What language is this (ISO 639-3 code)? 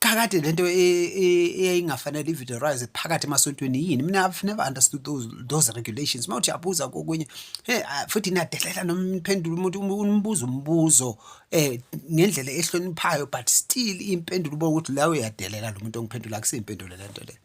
zul